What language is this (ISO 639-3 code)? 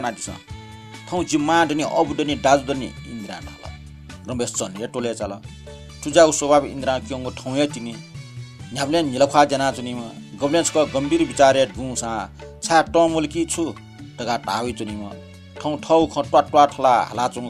new